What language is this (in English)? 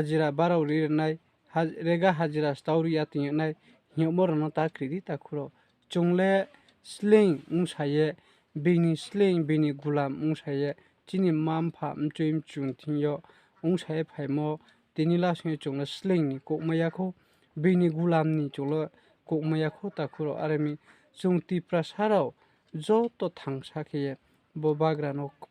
Riang (India)